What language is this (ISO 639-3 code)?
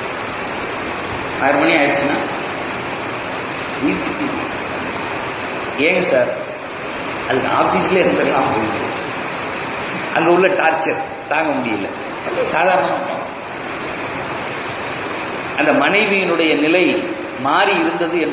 tam